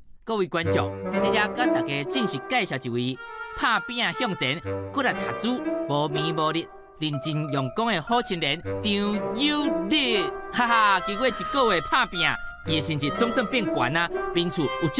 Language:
Min Nan Chinese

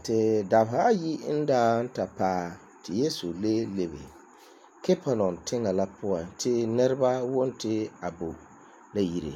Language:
Frafra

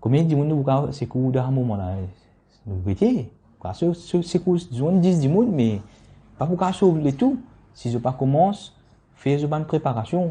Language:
Morisyen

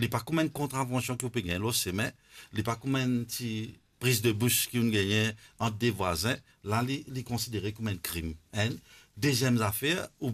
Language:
Morisyen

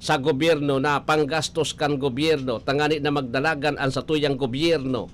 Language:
Bikol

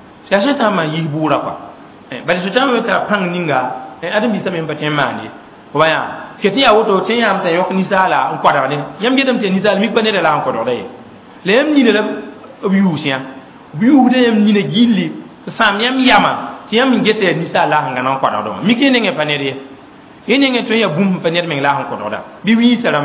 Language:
Mossi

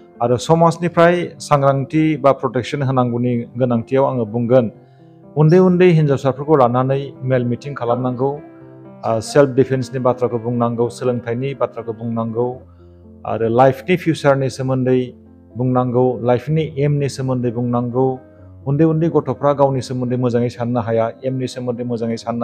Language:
Bodo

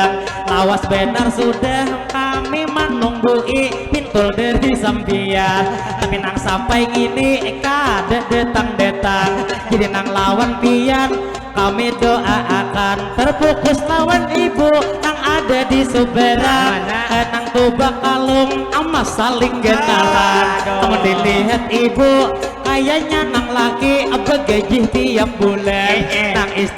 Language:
Banjar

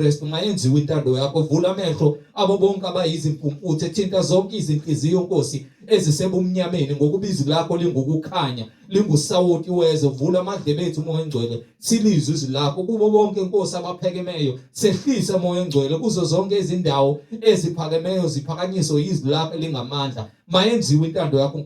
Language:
Zulu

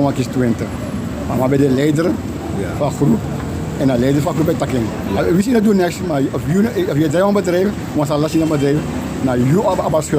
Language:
Sranan Tongo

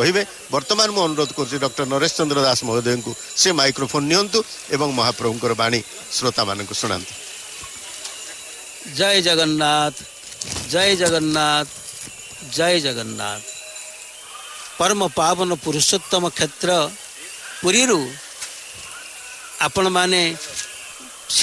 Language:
Odia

